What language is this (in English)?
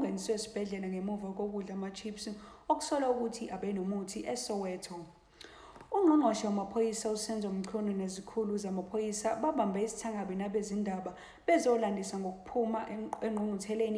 Zulu